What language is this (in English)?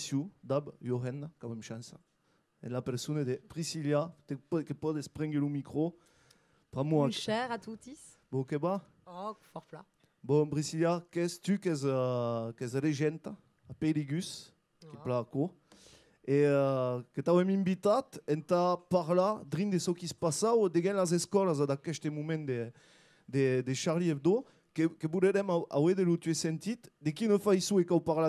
Occitan